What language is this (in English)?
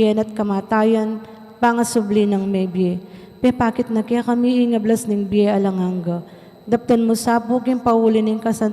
Pampanga